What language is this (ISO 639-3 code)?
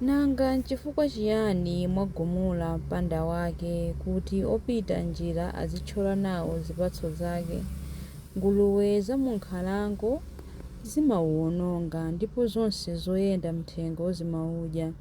nya